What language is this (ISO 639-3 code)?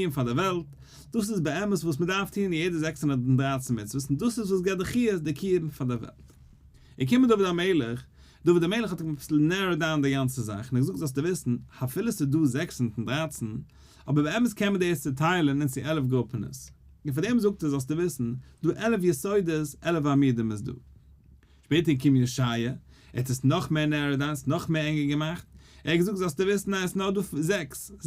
yid